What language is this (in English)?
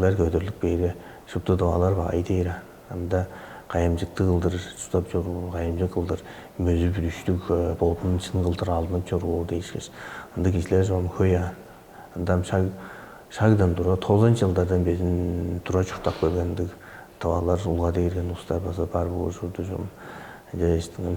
Tuvinian